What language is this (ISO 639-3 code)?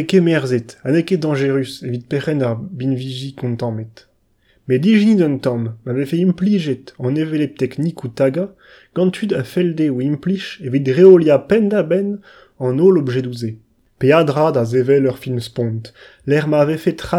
bre